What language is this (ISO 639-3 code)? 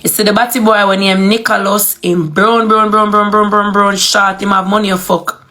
jam